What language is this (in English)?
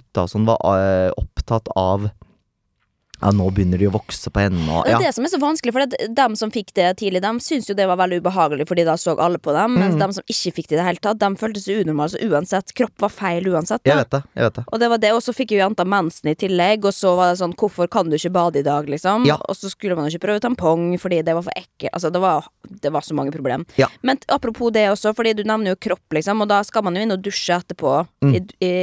Norwegian